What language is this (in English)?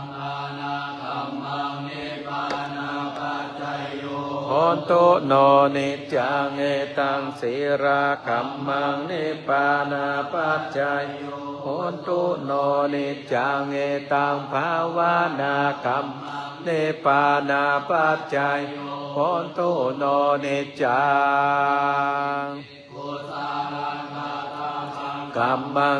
Pali